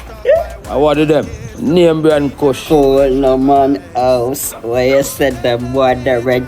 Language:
Jamaican Creole English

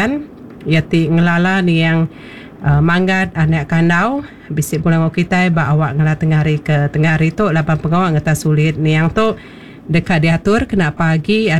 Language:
Iban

